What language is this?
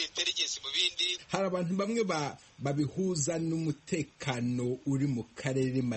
Kinyarwanda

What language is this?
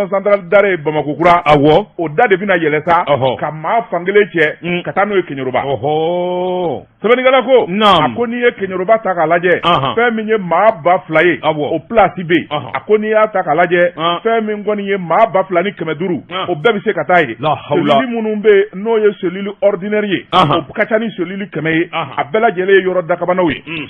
Bambara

